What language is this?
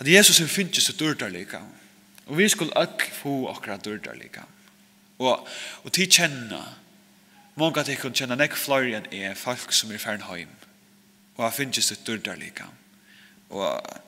Faroese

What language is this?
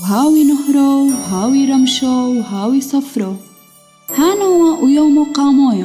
Turoyo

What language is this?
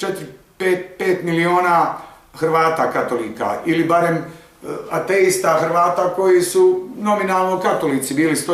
Bosnian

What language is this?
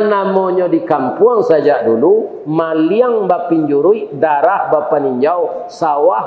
Minangkabau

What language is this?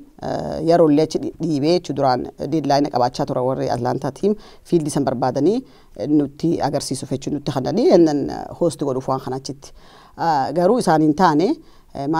Oromo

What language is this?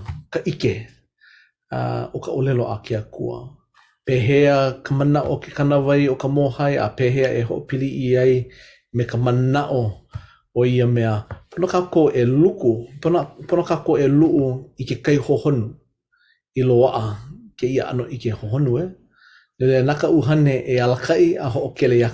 Hawaiian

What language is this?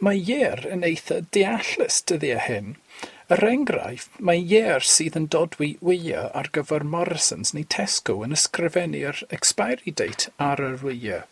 Welsh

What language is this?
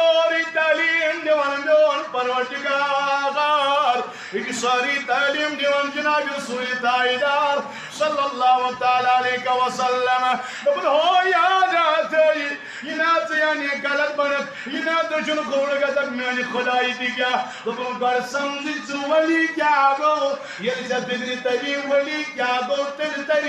Kashmiri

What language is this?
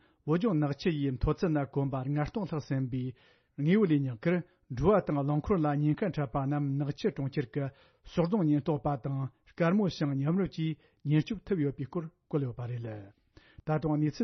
Tibetan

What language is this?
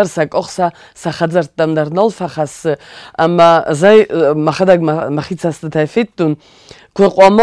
Ossetic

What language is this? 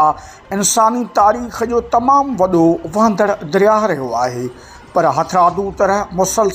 Sindhi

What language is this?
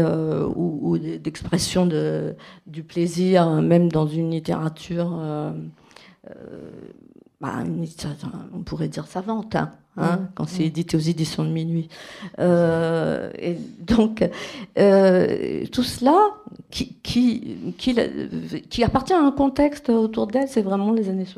French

